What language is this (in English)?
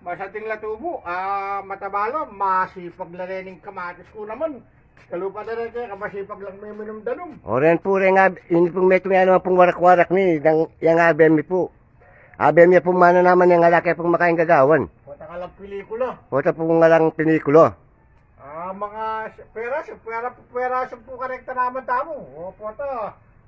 Pampanga